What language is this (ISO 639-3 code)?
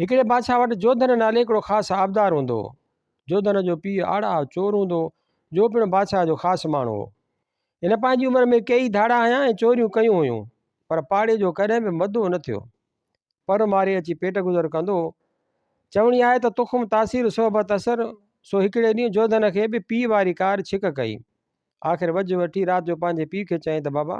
snd